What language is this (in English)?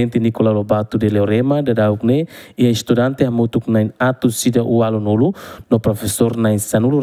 Tetum